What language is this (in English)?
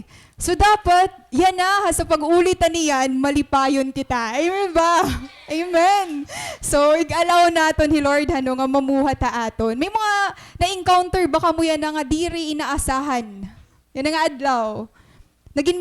Waray